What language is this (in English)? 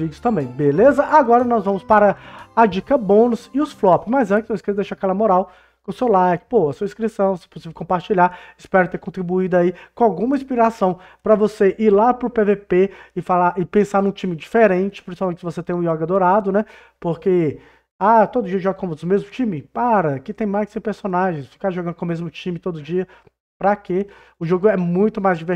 Portuguese